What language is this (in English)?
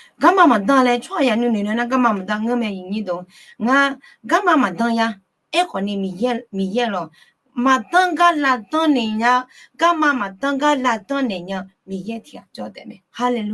Akha